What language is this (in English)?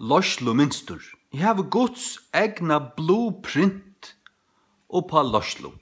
Faroese